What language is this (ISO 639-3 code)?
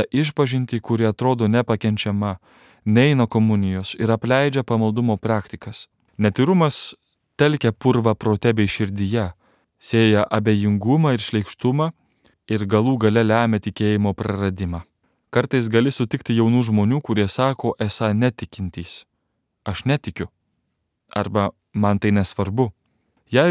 lit